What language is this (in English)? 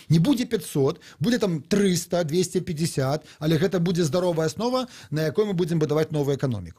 Belarusian